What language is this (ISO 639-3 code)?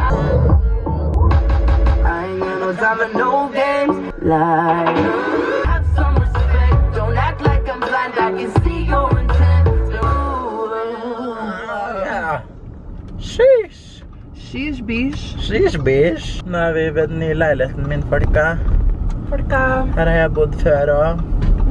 nor